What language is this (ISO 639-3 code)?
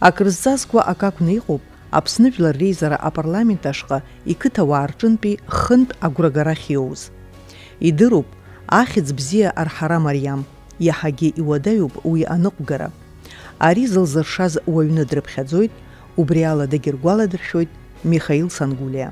abk